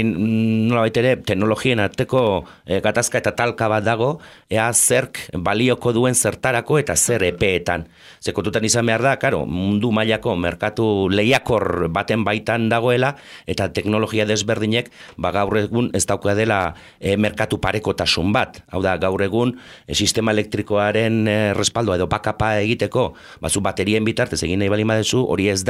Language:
Basque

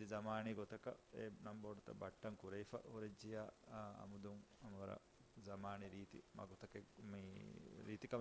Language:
Divehi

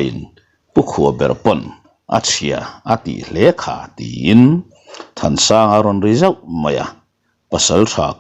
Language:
Mizo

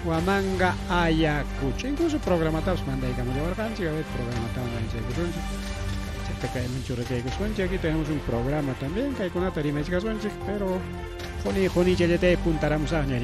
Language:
Ayacucho Quechua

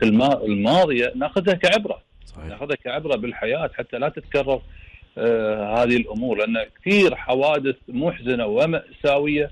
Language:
Gulf Arabic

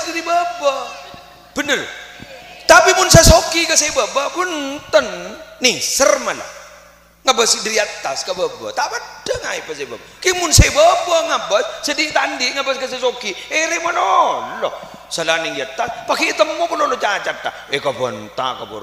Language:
Madurese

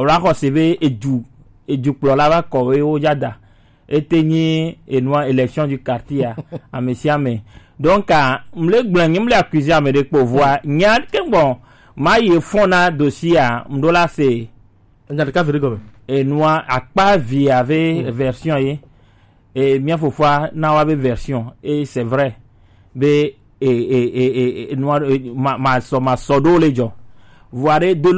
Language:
Gen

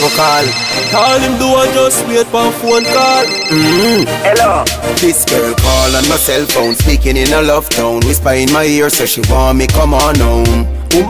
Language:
English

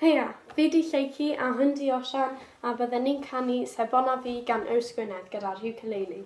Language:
Welsh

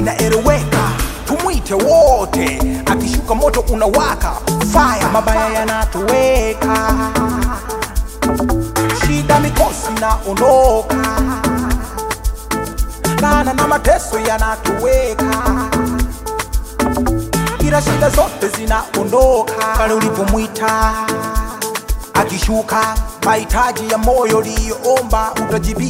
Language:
Swahili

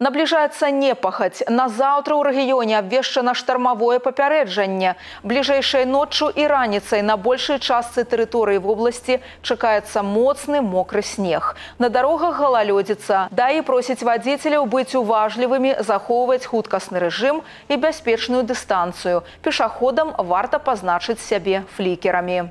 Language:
Belarusian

